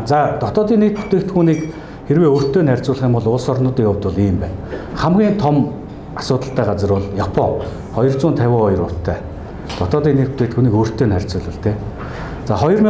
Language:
Mongolian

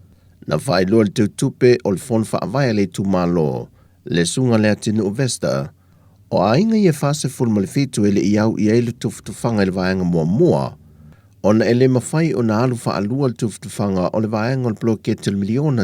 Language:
Samoan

